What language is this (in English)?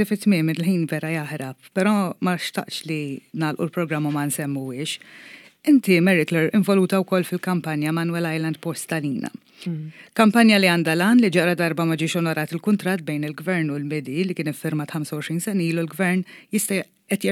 Maltese